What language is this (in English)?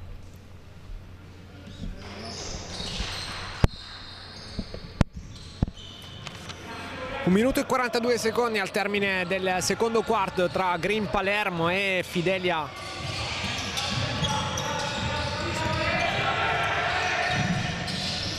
Italian